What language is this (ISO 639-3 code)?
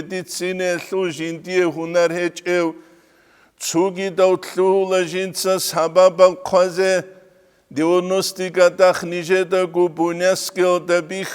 ava